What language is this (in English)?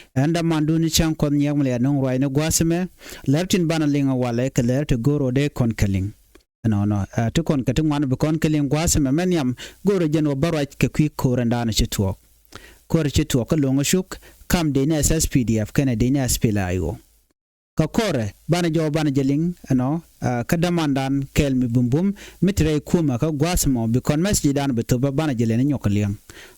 Nuer